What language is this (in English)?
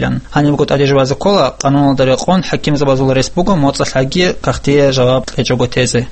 Avaric